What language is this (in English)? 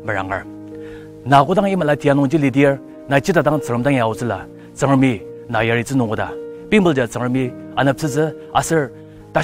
Ao Naga